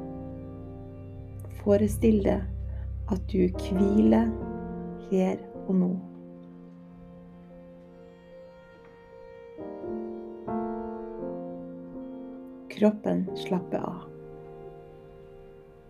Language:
Norwegian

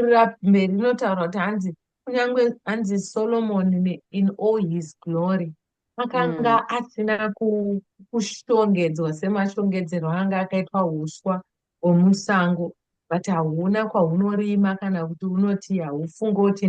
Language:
Shona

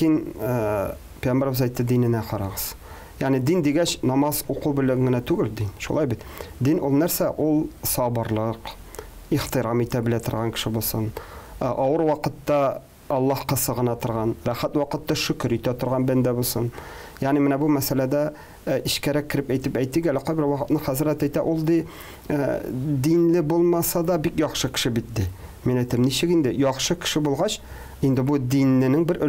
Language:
Tatar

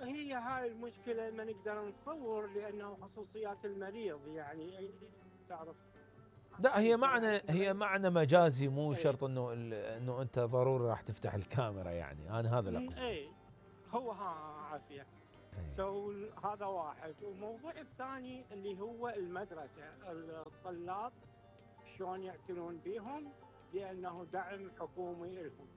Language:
Mesopotamian Arabic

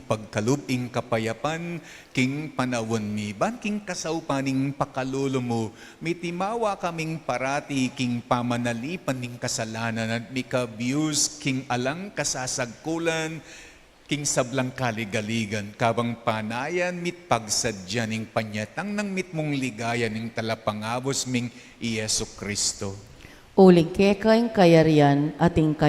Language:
Pampanga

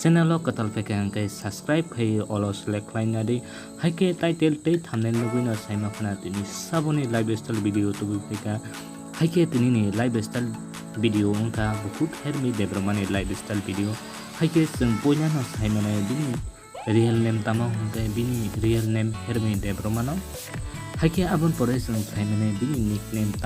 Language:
Kok Borok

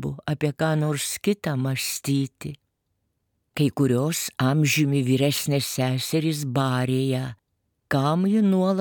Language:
Lithuanian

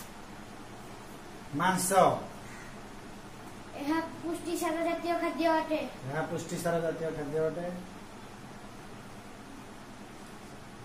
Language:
Odia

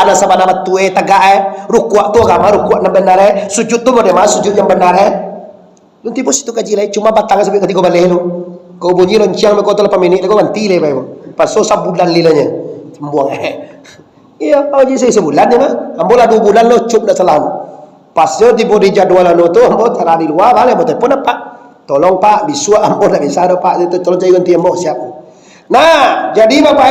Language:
Minangkabau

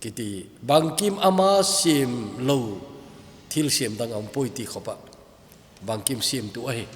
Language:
Thado Chin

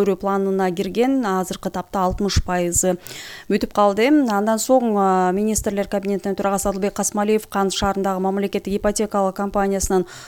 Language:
Kyrgyz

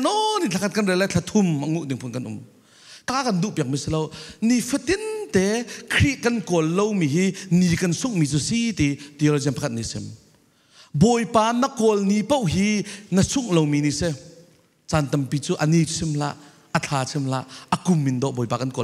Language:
Falam Chin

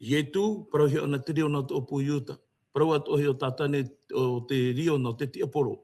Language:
Tahitian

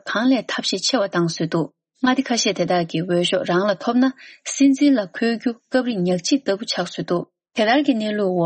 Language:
Tibetan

